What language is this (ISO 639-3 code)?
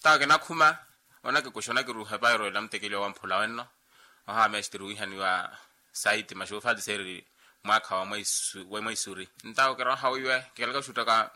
vmw